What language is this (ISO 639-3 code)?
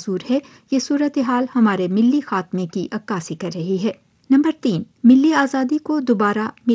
urd